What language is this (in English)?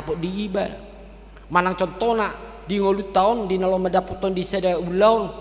Batak Toba